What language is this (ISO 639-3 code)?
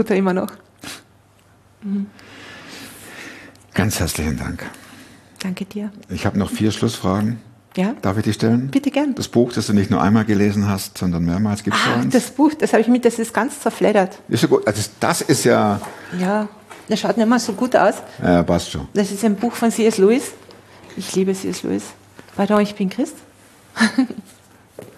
deu